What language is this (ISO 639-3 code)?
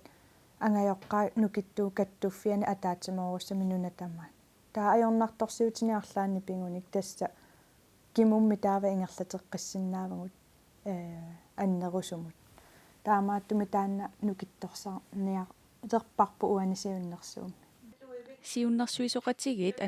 kal